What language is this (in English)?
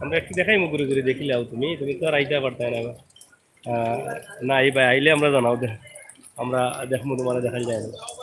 Sylheti